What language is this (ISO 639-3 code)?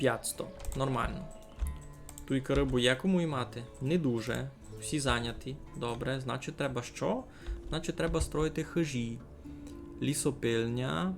rue